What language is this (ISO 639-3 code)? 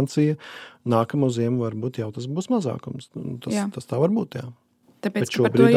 lav